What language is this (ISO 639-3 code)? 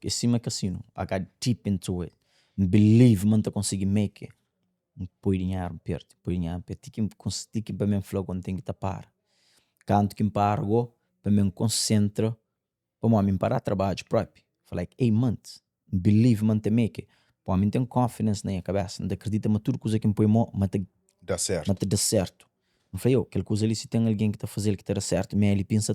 kea